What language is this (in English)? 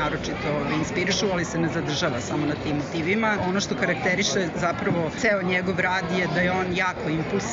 Serbian